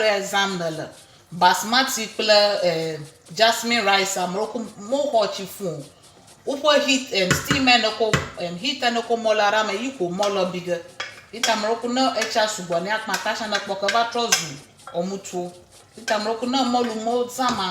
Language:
Ewe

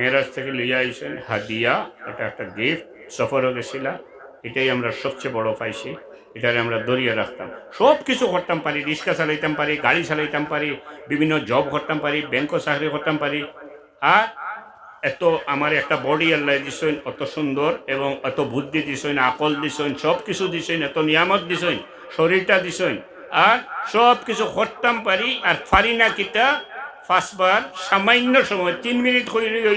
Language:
Sylheti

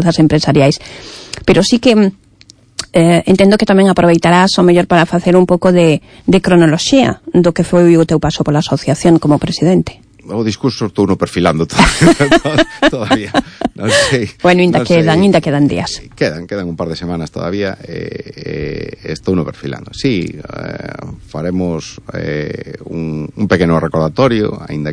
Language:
Galician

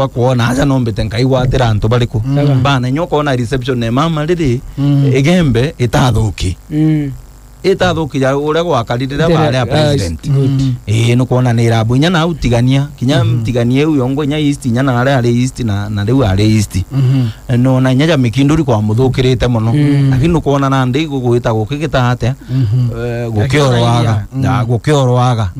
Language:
Meru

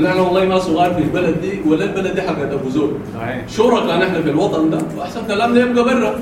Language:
Sudanese Arabic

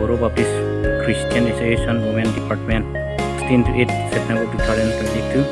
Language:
Karbi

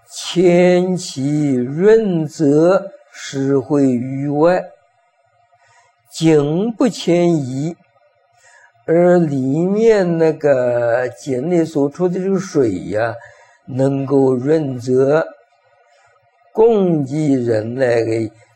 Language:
Chinese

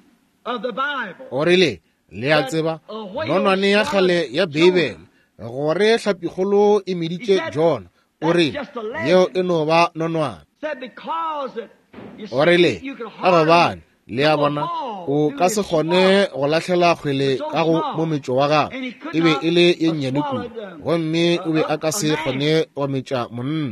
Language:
Northern Sotho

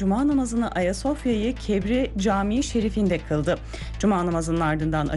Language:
Turkish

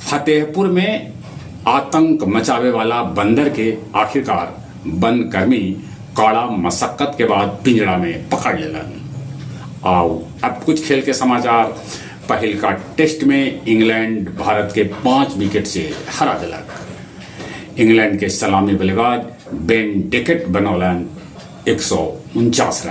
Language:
Magahi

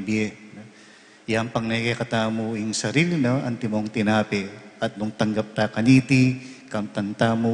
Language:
Pampanga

